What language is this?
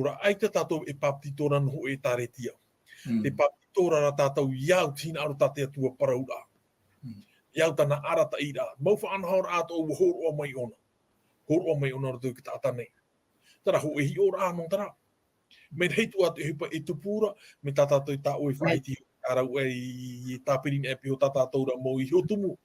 Tahitian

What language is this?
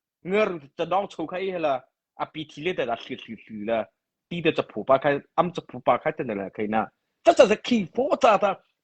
Mara Chin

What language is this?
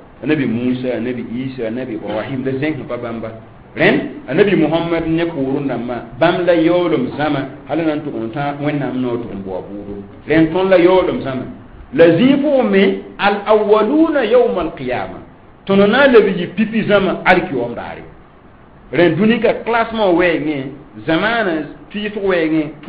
Mossi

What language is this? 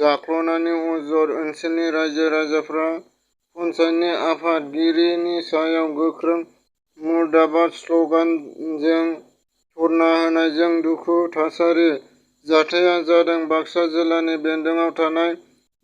Bodo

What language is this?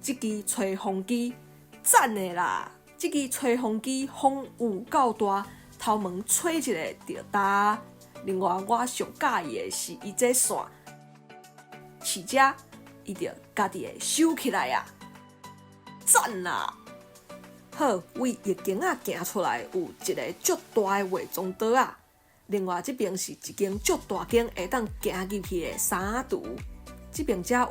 Min Nan Chinese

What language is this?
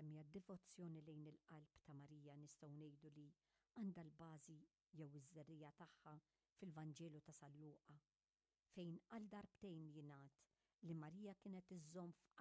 Maltese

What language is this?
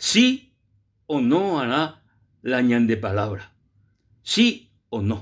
Guarani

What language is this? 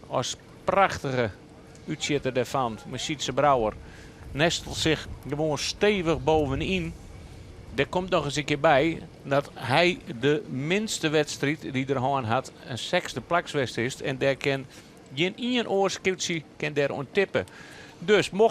Western Frisian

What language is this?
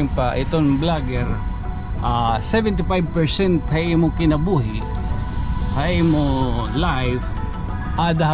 Waray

